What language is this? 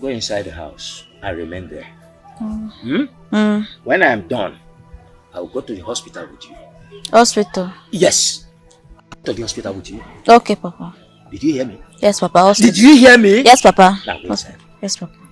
Nigerian Pidgin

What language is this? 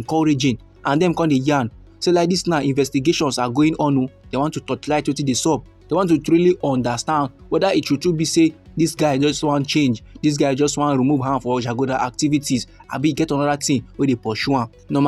Nigerian Pidgin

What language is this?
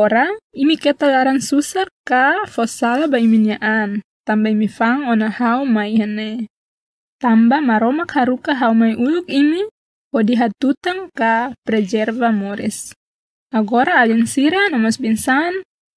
Tetum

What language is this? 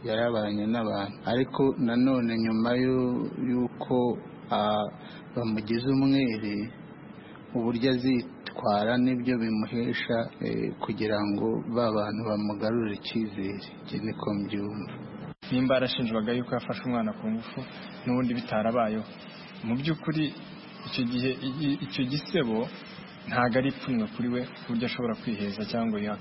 Kinyarwanda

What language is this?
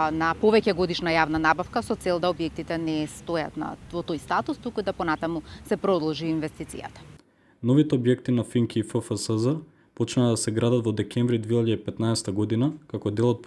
Macedonian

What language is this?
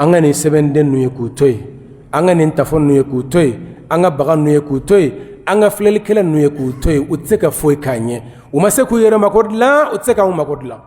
Bambara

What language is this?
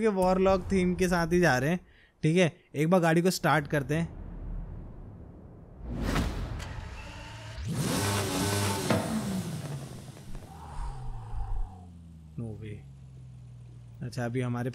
Hindi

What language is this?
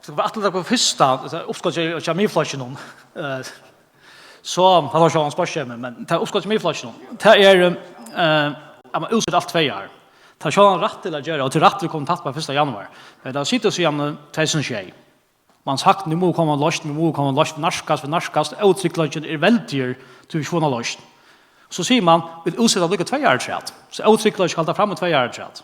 Faroese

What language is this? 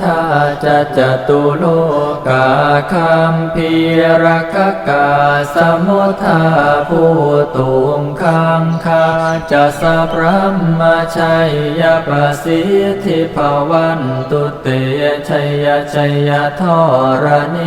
Pali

